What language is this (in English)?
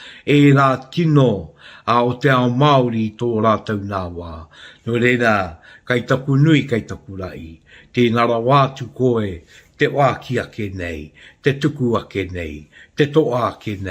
Māori